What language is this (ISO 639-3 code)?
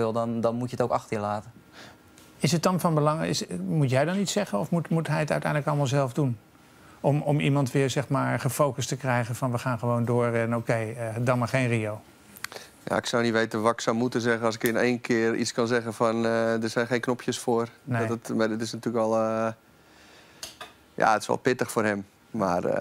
nld